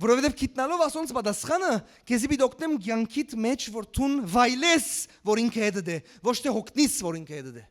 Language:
Western Armenian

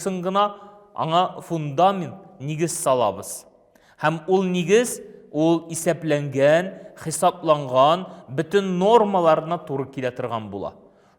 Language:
Tatar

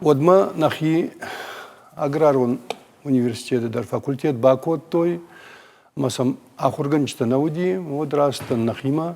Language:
Ossetic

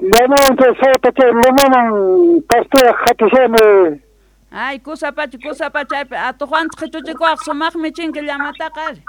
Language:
South Bolivian Quechua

